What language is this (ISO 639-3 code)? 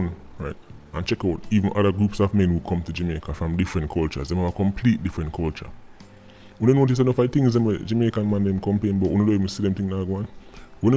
jam